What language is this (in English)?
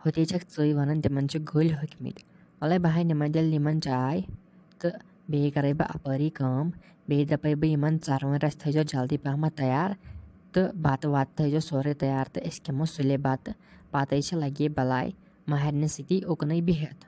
Kashmiri